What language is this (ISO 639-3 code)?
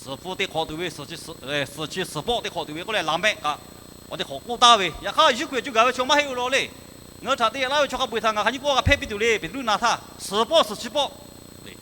lhu